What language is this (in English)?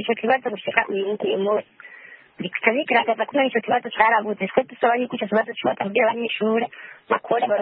Kinyarwanda